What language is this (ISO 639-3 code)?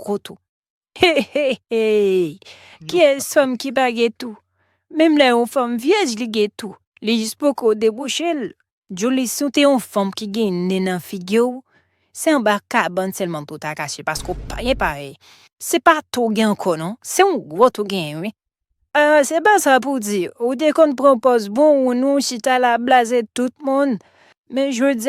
hat